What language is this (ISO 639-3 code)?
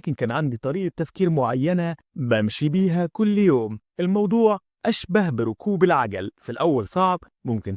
arz